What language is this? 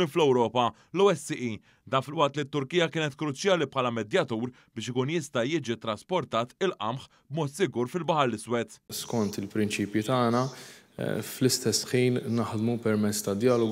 Maltese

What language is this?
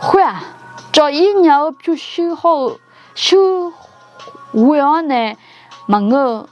Akha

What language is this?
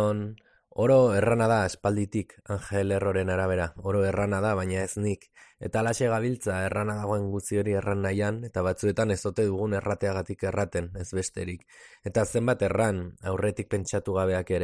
Basque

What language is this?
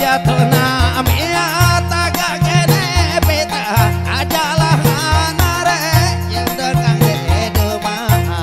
Indonesian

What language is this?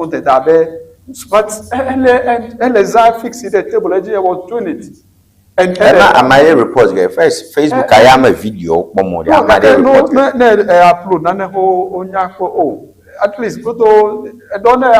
Ewe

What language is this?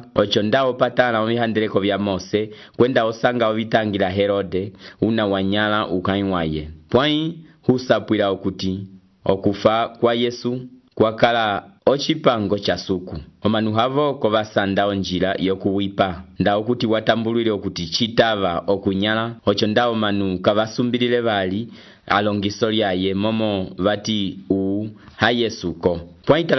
Umbundu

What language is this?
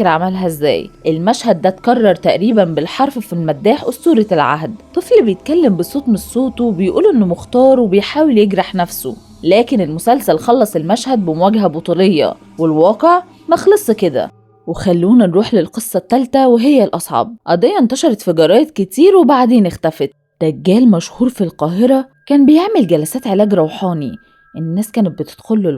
Egyptian Arabic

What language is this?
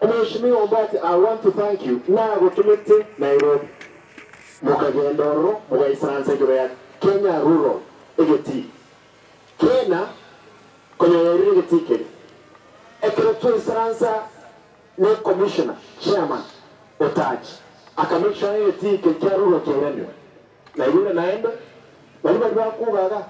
Gusii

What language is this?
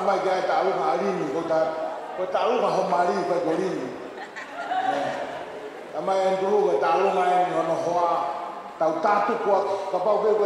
Tongan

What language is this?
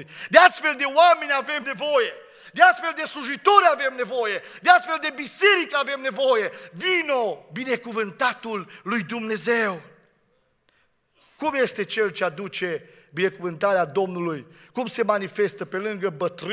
Romanian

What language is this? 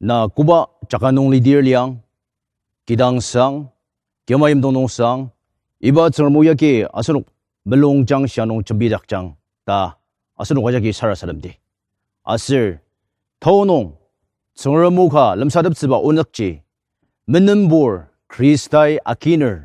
Ao Naga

